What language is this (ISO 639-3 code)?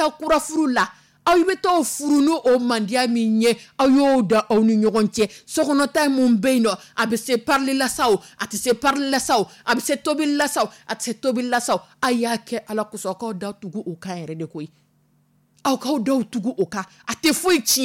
dyu